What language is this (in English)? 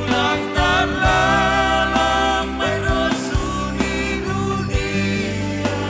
Batak Simalungun